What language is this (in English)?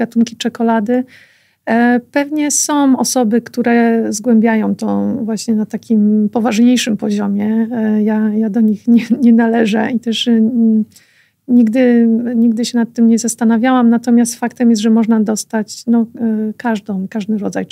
Polish